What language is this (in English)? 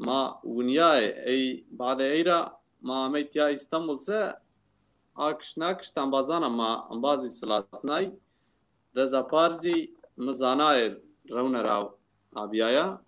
Zaza